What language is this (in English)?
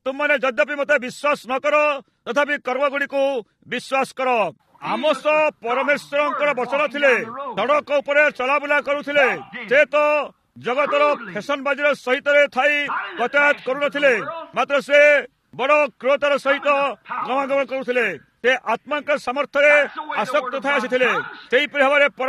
Odia